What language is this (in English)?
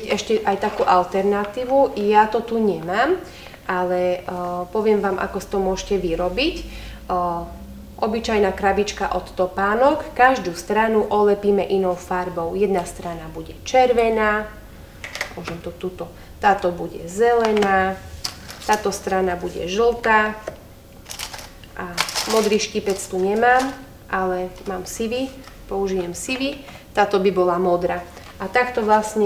Slovak